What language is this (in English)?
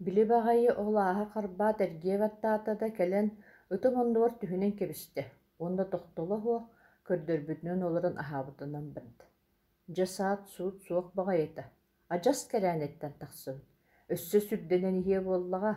Yakut